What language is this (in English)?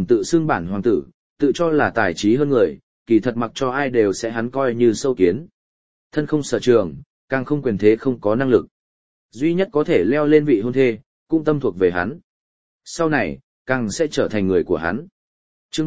Vietnamese